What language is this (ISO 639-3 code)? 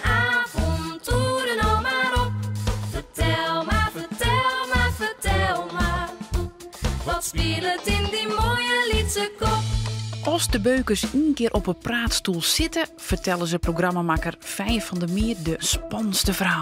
fry